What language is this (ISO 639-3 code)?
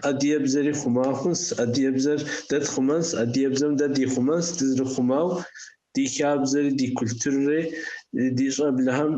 kbd